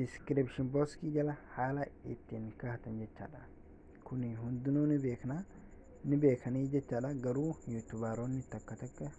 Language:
Oromo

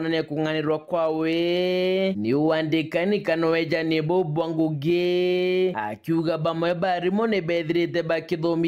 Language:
Meru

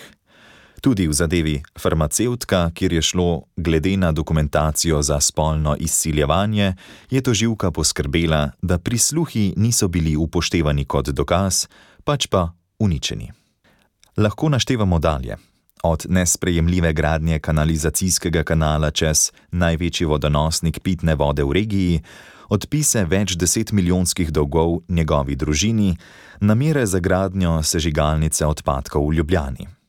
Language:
Slovenian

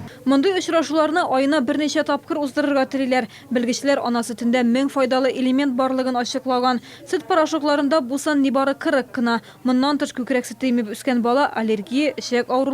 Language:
Tatar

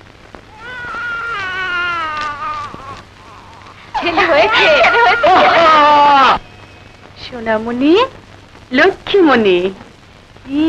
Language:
Bangla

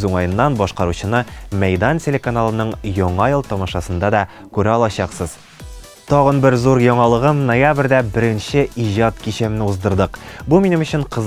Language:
Tatar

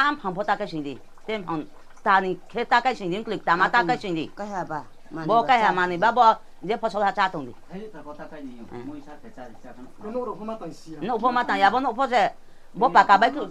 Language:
Riang (India)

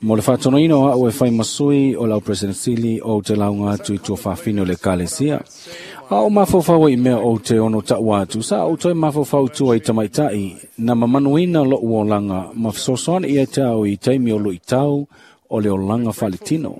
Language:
Samoan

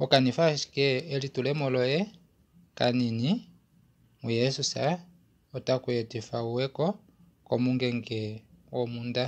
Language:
Kuanyama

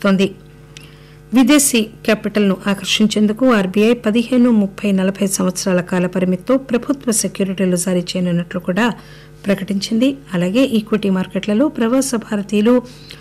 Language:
Telugu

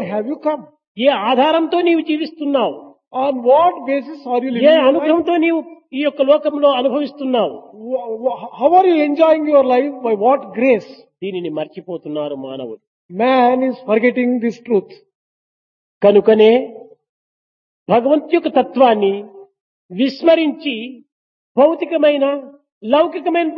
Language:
Telugu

